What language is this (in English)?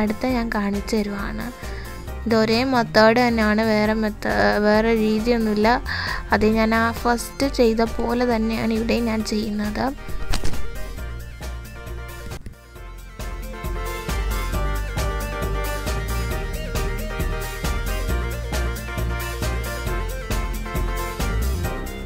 Malayalam